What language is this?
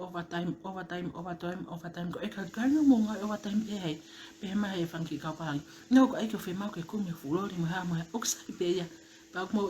Tongan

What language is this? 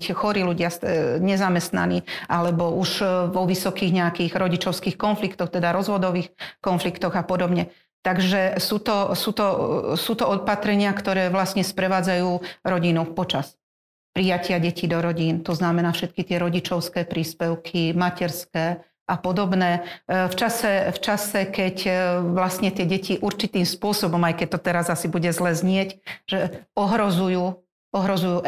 Slovak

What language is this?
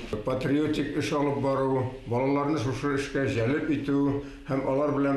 Bashkir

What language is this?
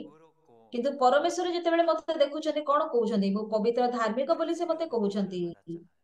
Odia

